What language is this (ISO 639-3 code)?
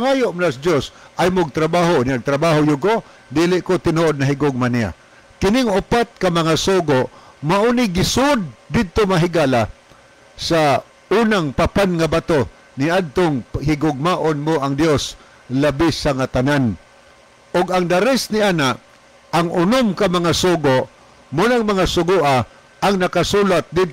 ceb